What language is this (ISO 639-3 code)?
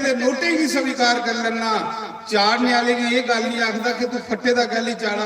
doi